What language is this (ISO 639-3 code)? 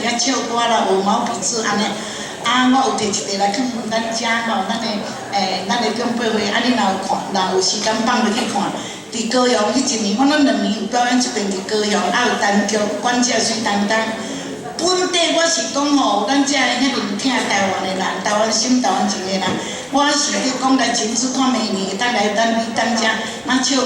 nan